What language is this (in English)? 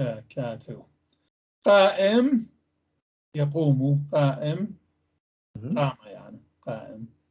North Levantine Arabic